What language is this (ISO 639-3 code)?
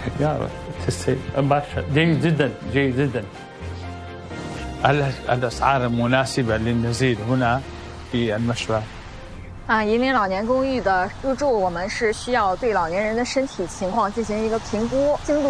zho